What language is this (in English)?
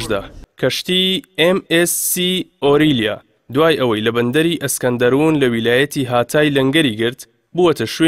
Central Kurdish